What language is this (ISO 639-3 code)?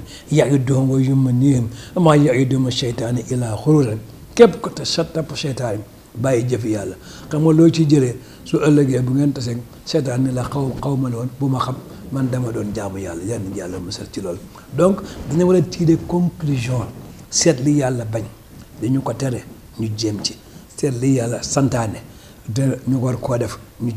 wol